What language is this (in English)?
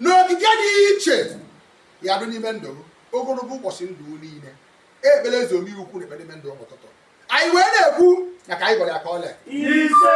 Igbo